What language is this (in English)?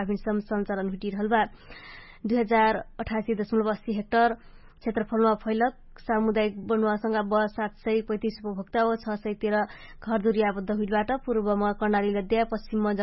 Dangaura Tharu